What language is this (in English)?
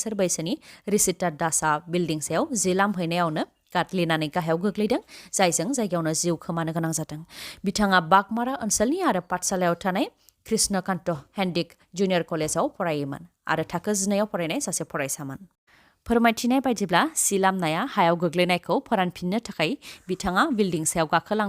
Bodo